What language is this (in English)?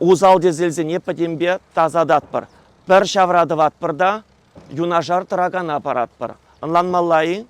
Chuvash